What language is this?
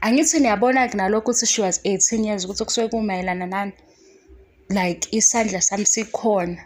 Zulu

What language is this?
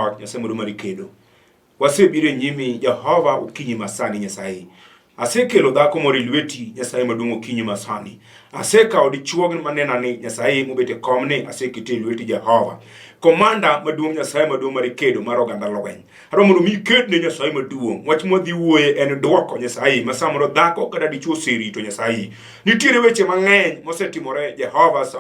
Luo (Kenya and Tanzania)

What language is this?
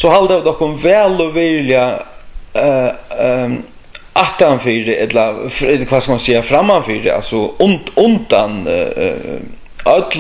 Faroese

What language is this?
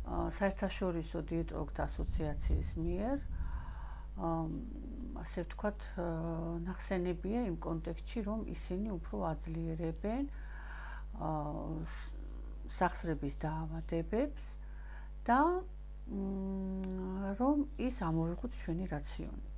Georgian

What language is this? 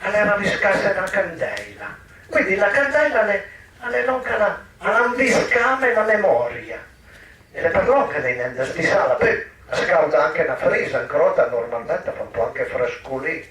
Piedmontese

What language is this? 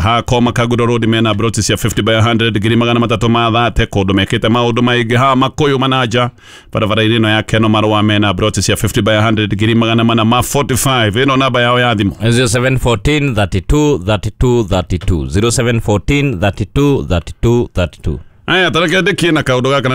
Kikuyu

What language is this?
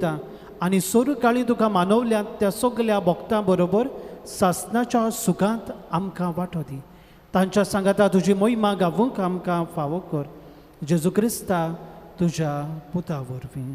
Konkani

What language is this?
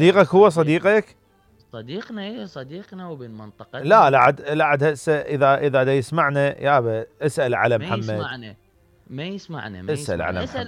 Mesopotamian Arabic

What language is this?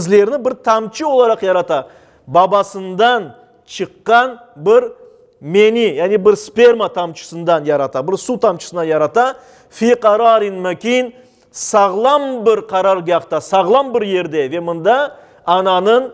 Crimean Tatar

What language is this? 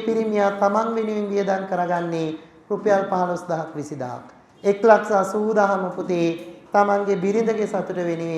Sinhala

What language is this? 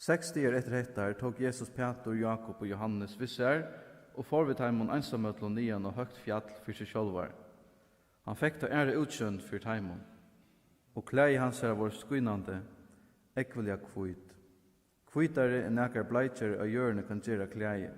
Faroese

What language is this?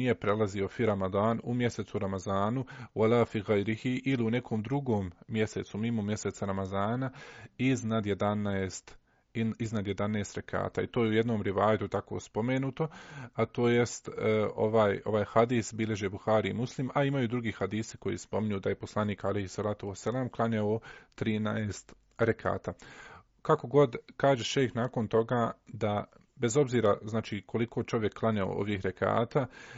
Bosnian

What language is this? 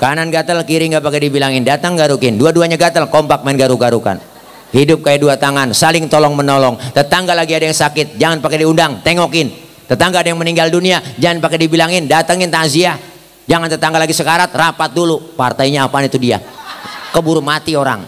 Betawi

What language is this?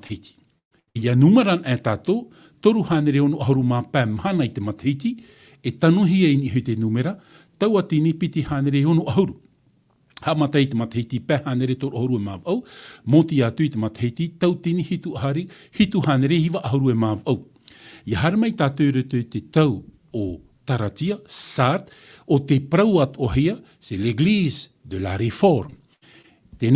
Tahitian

